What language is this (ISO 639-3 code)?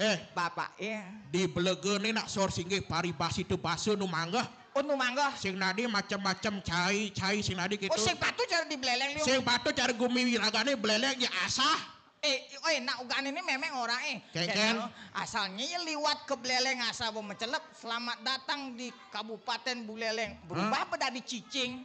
ban